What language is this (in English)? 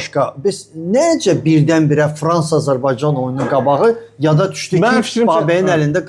Azerbaijani